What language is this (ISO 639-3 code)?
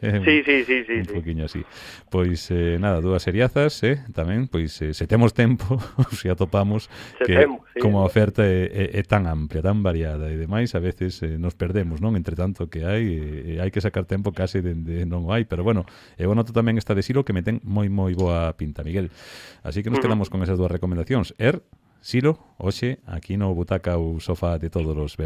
glg